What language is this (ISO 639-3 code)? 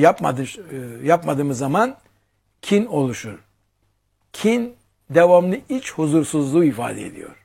tur